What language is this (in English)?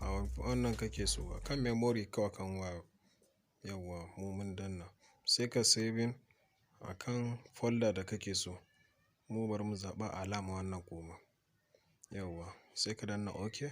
Hausa